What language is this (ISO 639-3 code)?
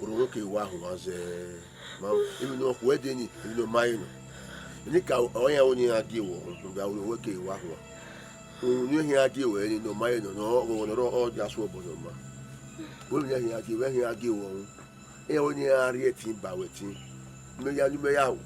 bin